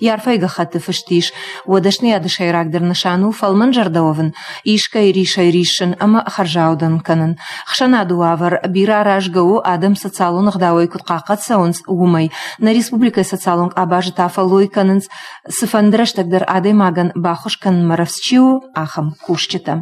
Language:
Ossetic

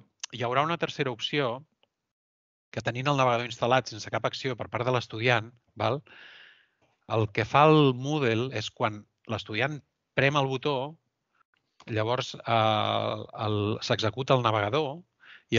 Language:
Catalan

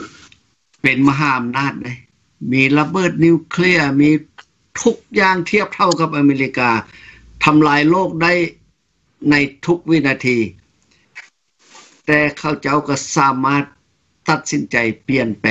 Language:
Thai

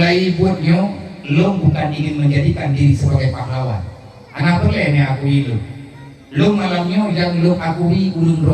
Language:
Achinese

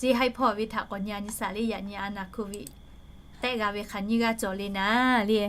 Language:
Lahu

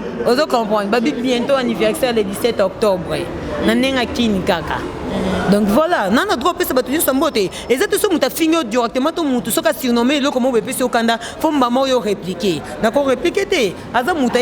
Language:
Lingala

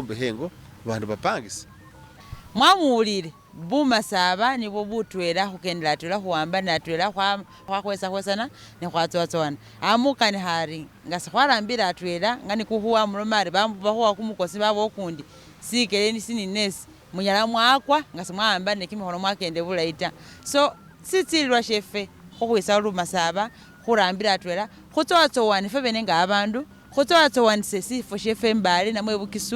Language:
Masaaba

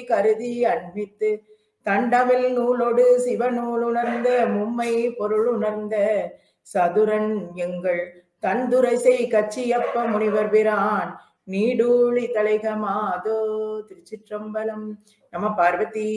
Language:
Tamil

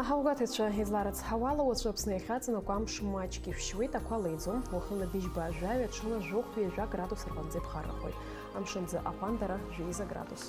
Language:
Abkhazian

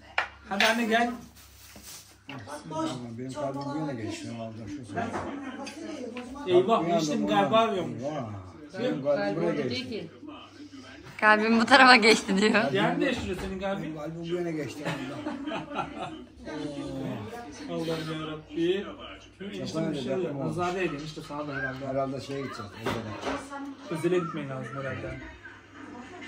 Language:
Turkish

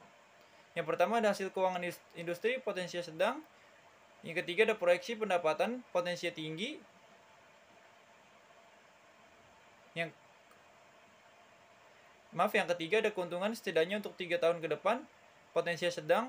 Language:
Indonesian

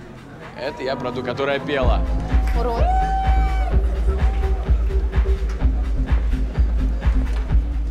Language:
Russian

